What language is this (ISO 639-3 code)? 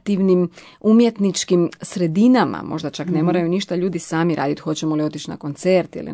hrv